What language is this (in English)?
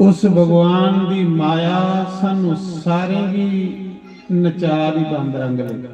Dogri